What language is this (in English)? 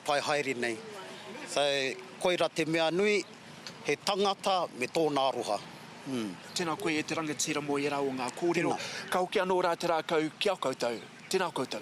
Māori